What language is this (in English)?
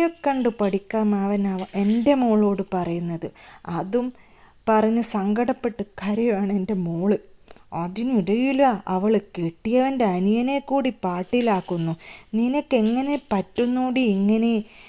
Malayalam